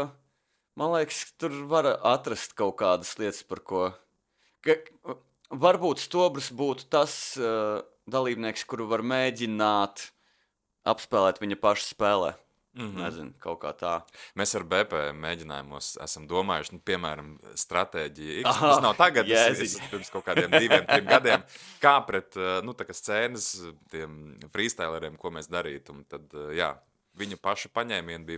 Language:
Latvian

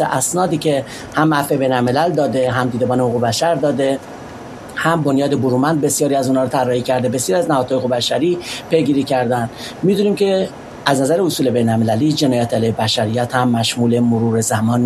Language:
Persian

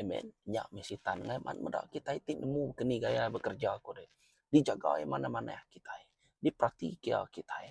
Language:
Iban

